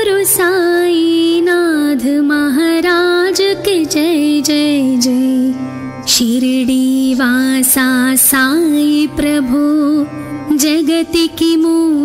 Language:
Telugu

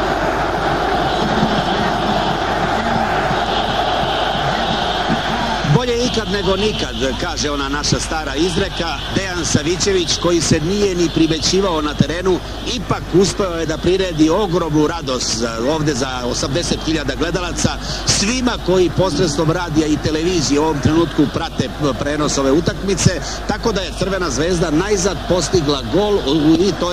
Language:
Serbian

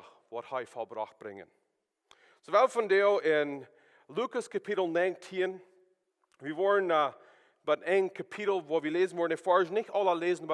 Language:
Plautdietsch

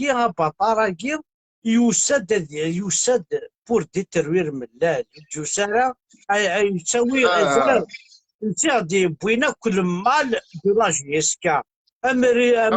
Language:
Kabyle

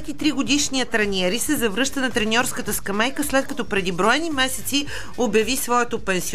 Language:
Bulgarian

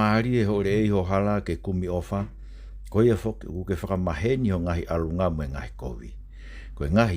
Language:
Tongan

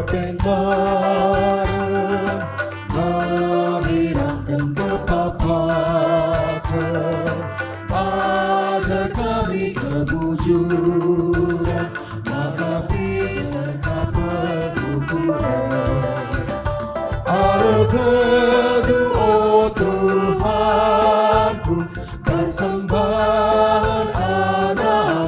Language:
Batak Karo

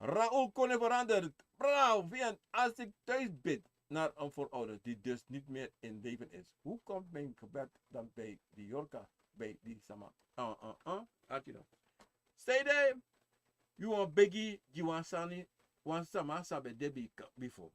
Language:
Sranan Tongo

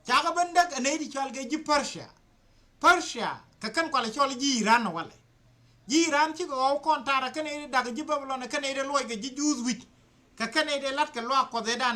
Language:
Nuer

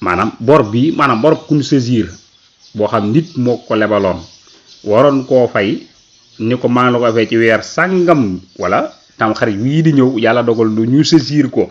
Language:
Wolof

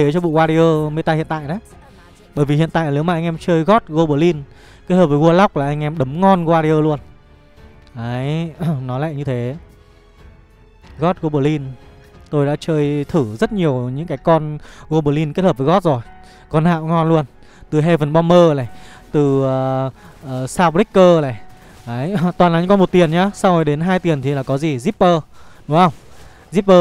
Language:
Vietnamese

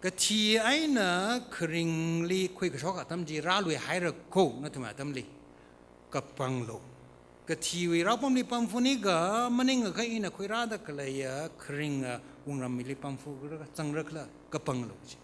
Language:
Tangkhul Naga (India)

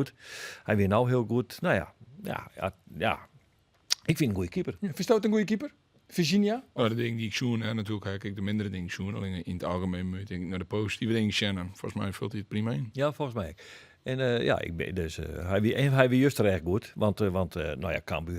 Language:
Western Frisian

